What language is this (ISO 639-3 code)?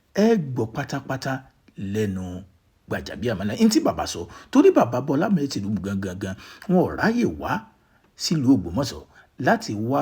yor